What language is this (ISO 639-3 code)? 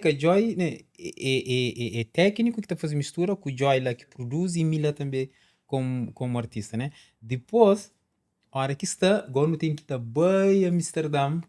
kea